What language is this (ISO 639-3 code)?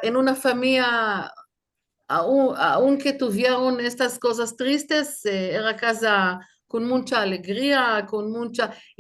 lad